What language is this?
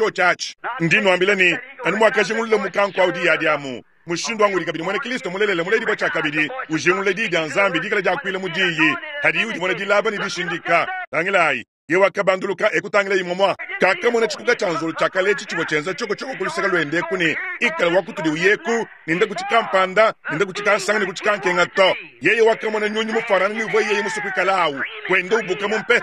Luba-Lulua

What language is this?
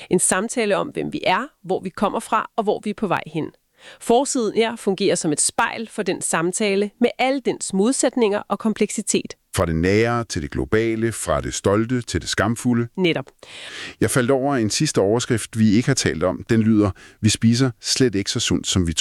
Danish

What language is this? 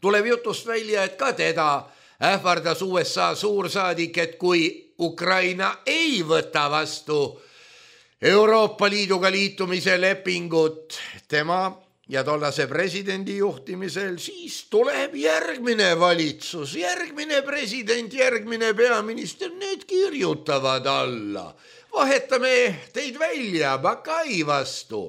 Estonian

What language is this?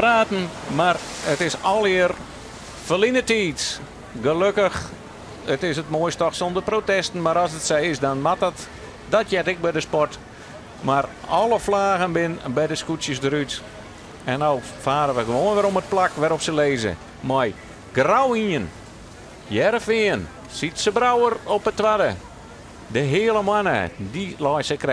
Western Frisian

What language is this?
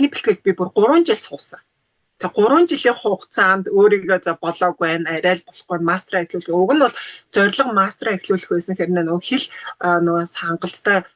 Mongolian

